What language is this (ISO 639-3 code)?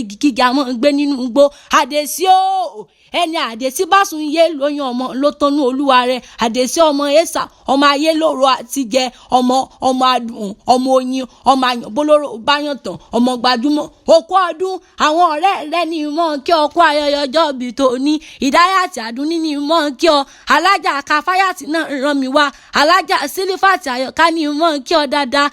yor